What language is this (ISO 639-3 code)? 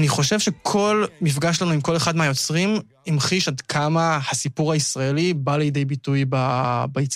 heb